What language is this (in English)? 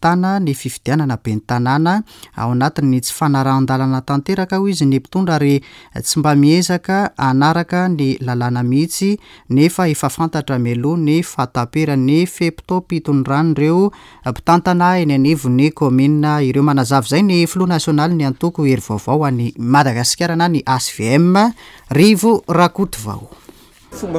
Malagasy